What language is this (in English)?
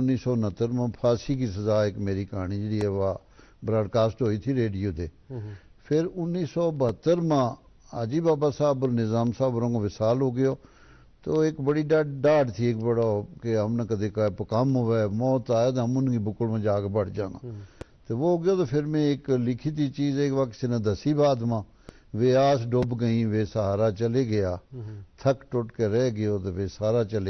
Gujari